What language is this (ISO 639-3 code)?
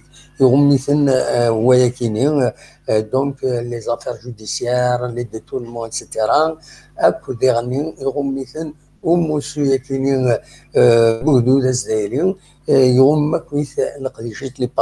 kab